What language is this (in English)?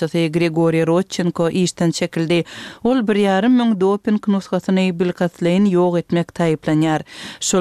Turkmen